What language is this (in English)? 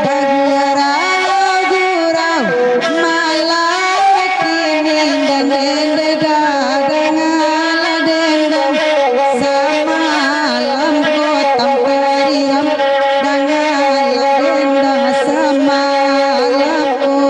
Minangkabau